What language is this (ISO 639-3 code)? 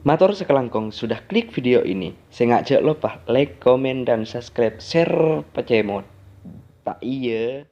mad